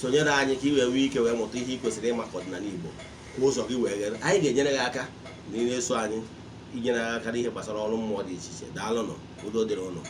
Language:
Igbo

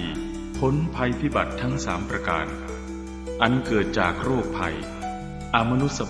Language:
Pali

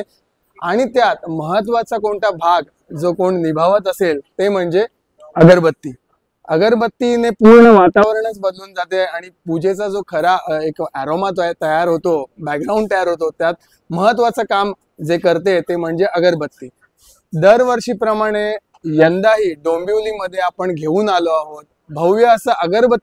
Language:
Marathi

